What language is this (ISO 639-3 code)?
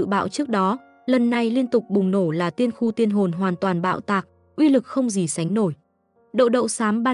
vie